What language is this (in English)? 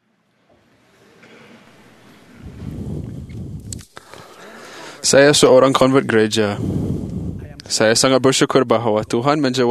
Malay